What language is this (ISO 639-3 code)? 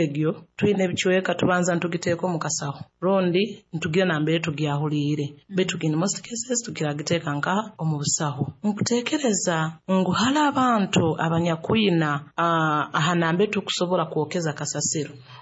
nyo